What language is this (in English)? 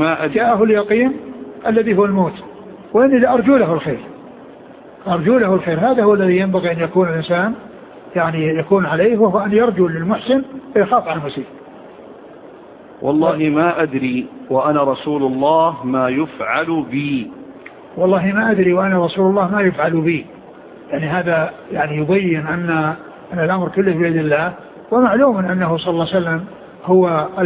Arabic